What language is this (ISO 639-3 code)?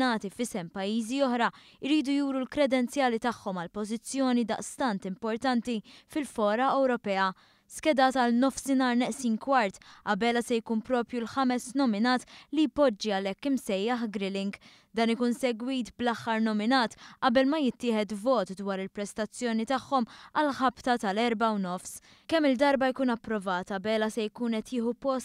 mlt